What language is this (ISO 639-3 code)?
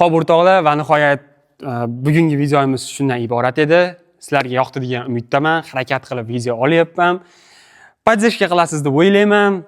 uzb